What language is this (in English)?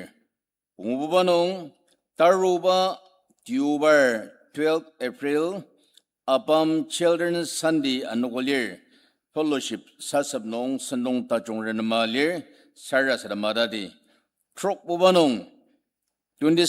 Ao Naga